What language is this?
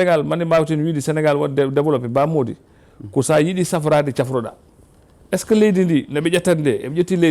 Fula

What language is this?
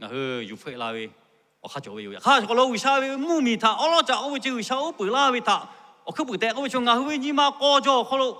Lahu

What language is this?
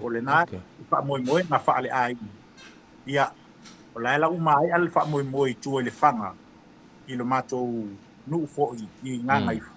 Samoan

